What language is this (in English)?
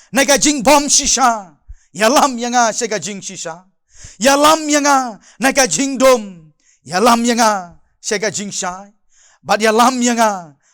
Khasi